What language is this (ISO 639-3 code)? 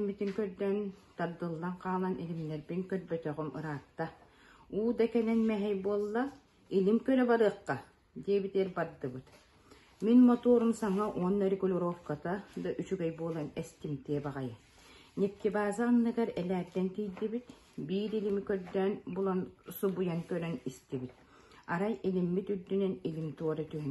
sah